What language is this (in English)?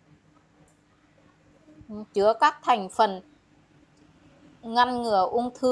Vietnamese